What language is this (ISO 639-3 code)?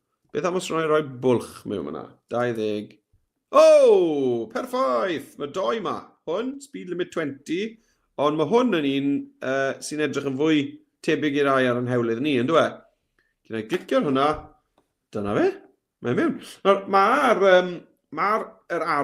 cym